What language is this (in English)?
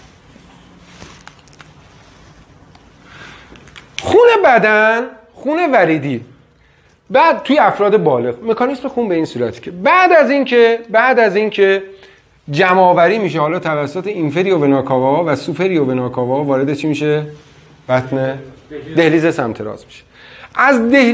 Persian